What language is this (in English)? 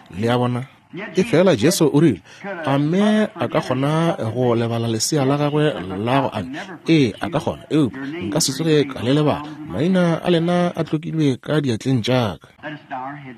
Northern Sotho